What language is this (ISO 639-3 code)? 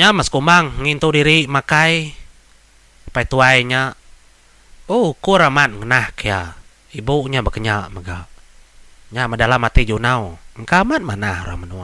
iba